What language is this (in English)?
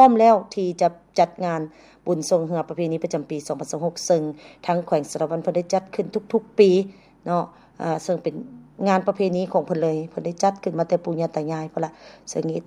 Lao